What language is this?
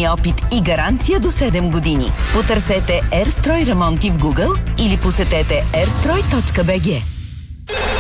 Bulgarian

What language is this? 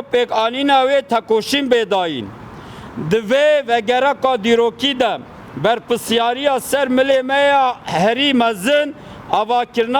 Kurdish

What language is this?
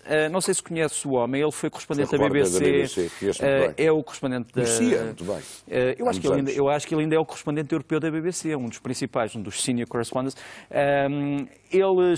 Portuguese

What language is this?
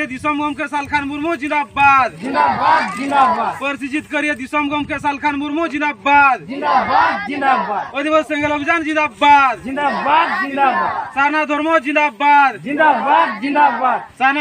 Santali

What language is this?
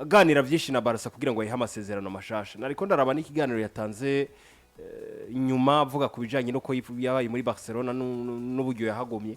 Rundi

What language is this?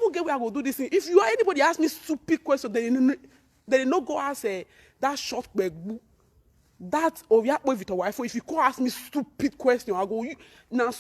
Nigerian Pidgin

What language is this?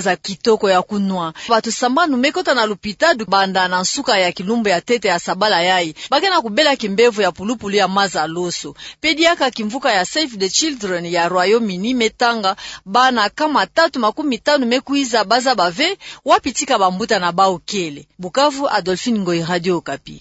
Kituba (Democratic Republic of Congo)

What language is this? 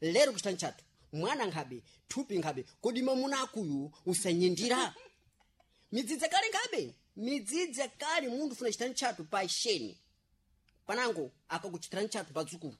Sena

